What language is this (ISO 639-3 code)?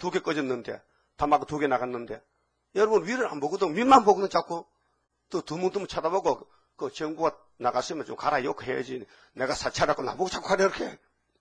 kor